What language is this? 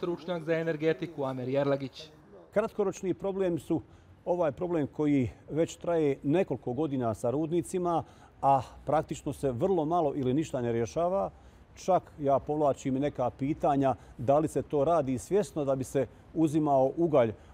Bosnian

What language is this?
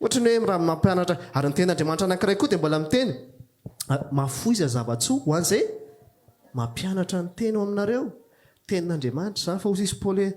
Malagasy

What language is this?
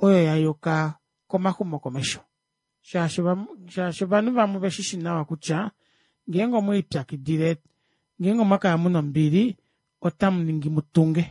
Kuanyama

